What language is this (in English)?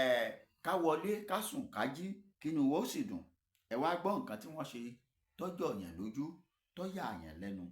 Yoruba